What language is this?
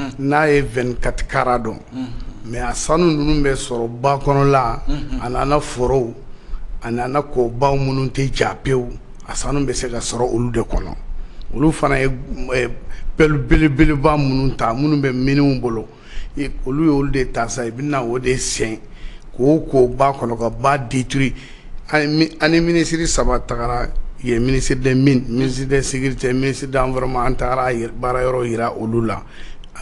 Bambara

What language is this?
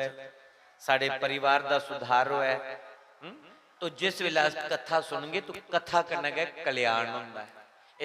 Dogri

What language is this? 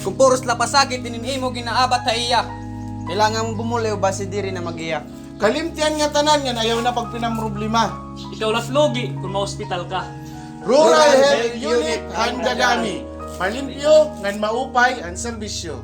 Waray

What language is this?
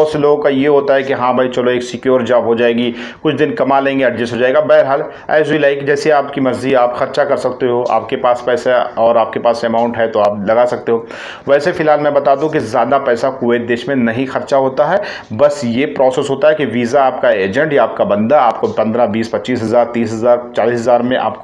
Hindi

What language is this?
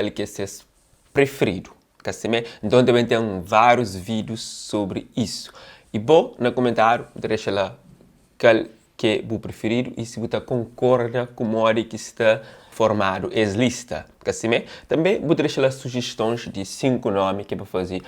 Kabuverdianu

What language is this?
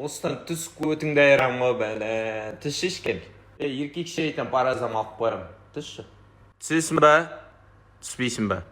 Kazakh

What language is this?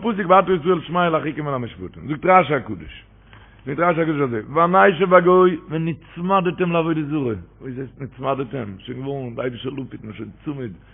Yiddish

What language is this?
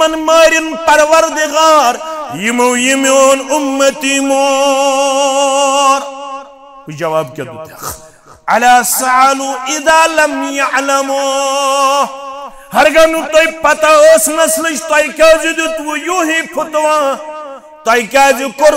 Kashmiri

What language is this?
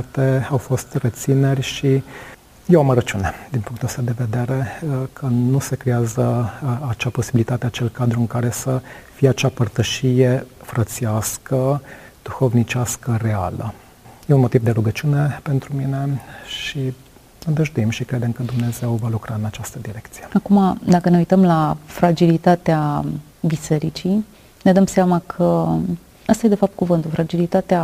Romanian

